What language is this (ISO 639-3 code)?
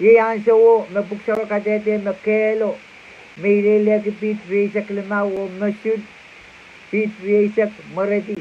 pon